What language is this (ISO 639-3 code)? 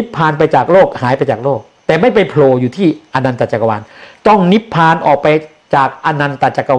tha